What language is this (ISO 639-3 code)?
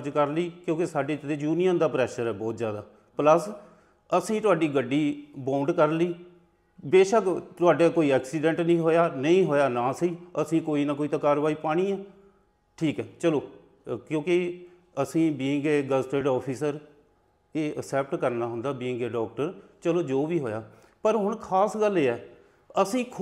pan